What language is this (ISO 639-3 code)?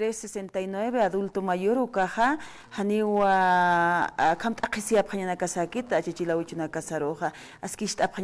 aym